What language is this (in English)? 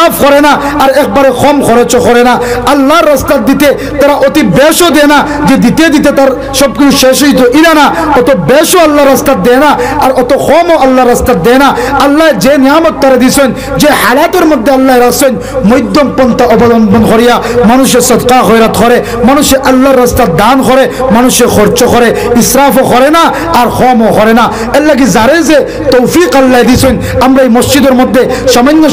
Sylheti